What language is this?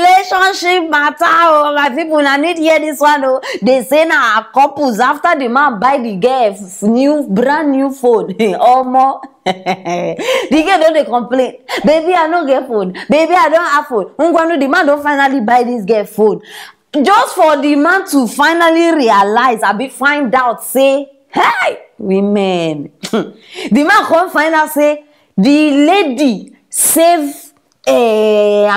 Nigerian Pidgin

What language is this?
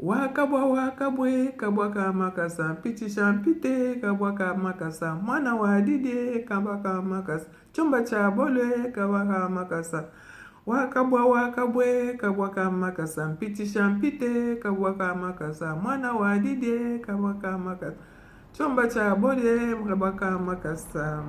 Luba-Lulua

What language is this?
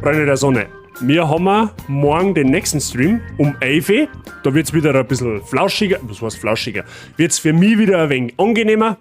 Bavarian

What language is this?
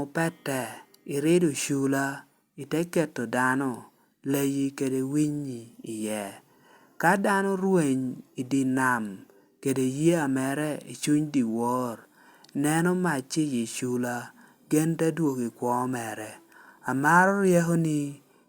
Lango (Uganda)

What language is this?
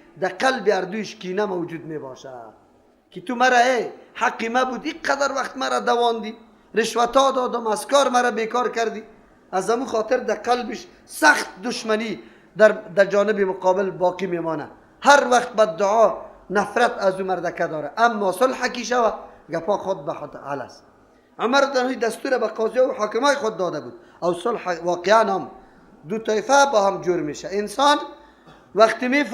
Persian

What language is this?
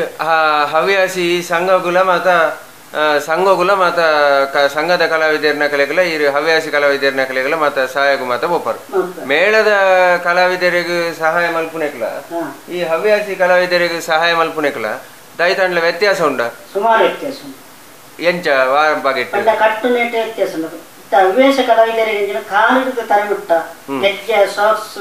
Tulu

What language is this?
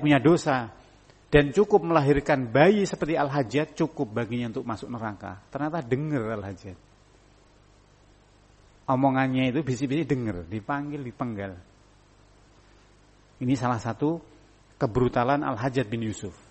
Indonesian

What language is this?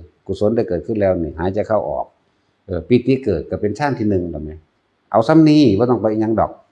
Northeastern Thai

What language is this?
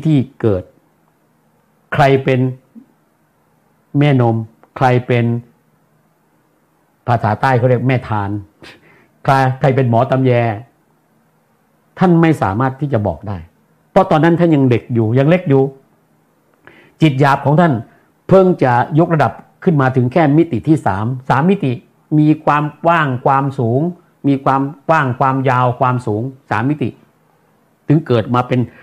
Thai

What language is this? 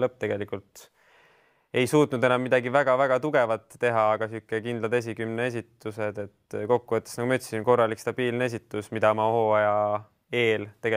Estonian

